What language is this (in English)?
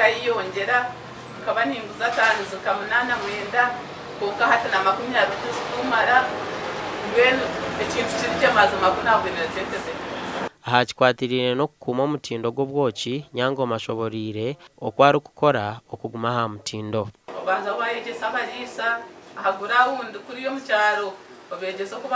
Nyankole